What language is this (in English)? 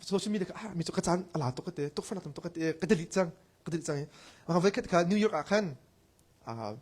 Hakha Chin